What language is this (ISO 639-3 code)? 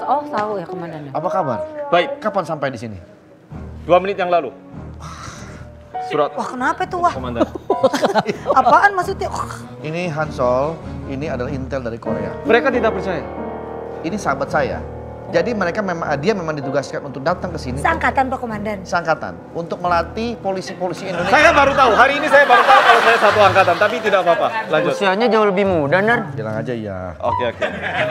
ind